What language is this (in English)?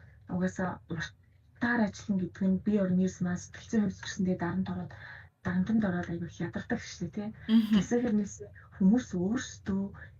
Mongolian